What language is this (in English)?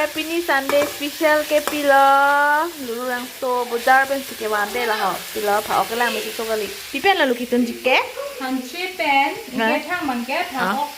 Karbi